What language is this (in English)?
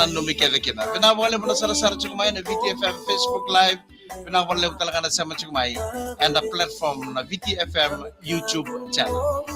Fijian